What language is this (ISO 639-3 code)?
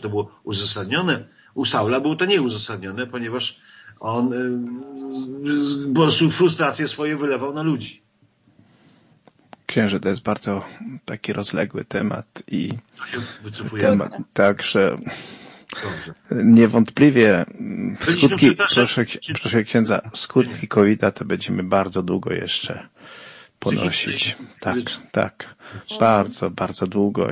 pol